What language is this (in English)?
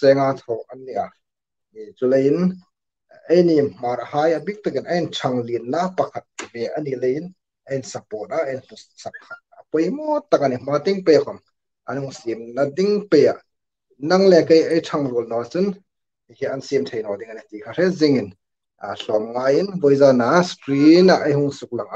Hmar